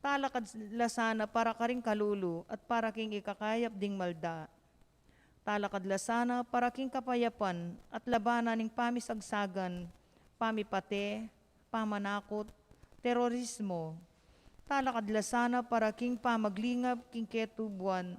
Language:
Pampanga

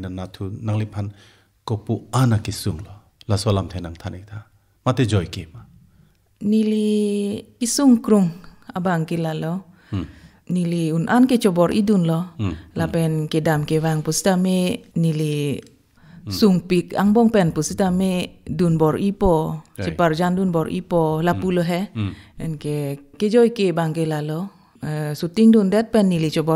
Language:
Karbi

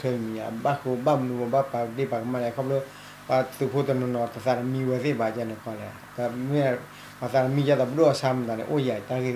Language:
S'gaw Karen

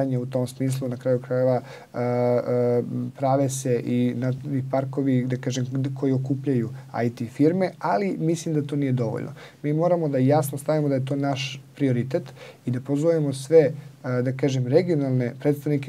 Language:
Serbian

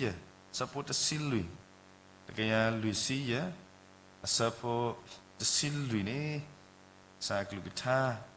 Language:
S'gaw Karen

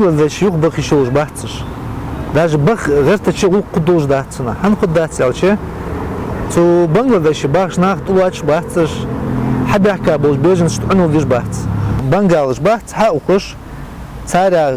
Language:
Chechen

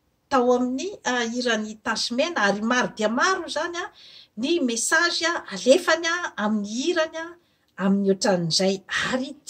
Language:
Malagasy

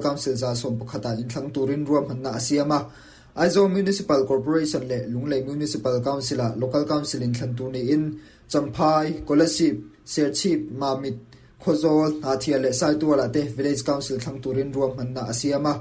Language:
Mizo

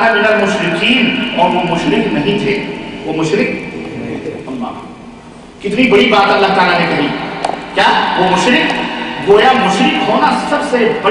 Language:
Urdu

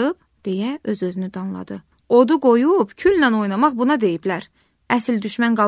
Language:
Azerbaijani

